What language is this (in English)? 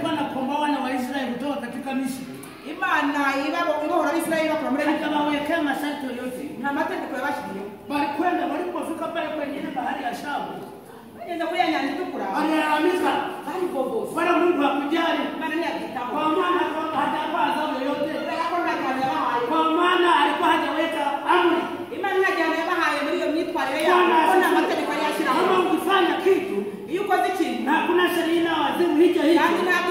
Kinyarwanda